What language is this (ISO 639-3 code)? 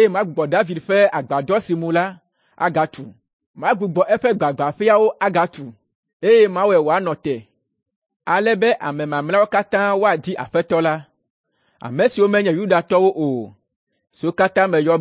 ewe